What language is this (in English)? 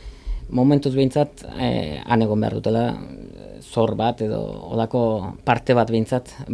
Basque